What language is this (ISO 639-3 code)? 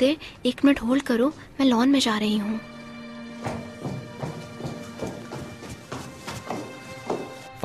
hin